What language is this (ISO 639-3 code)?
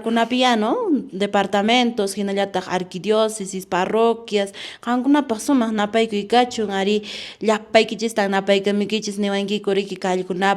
que